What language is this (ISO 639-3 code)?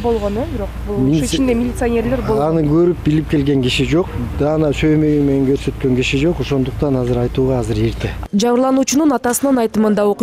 kir